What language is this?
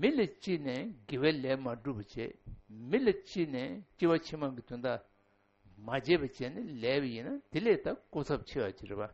Tibetan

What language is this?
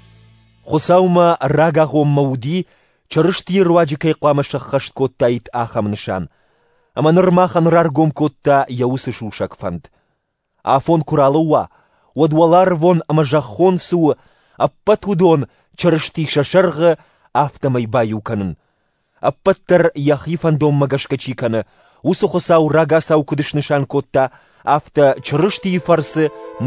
Ossetic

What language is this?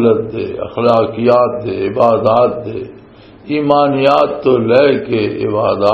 Western Panjabi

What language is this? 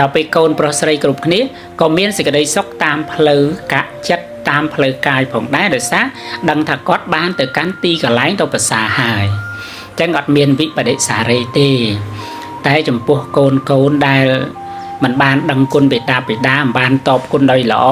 Khmer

